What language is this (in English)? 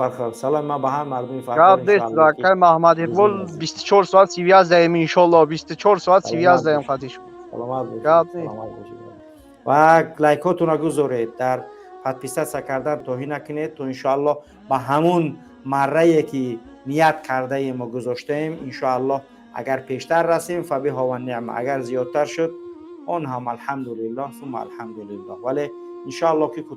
Tajik